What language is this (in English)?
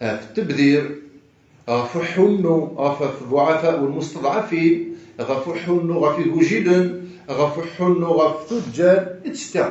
Kabyle